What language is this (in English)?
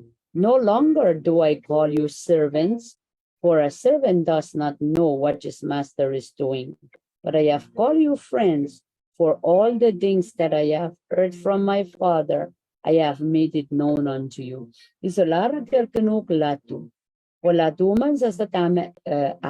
Pohnpeian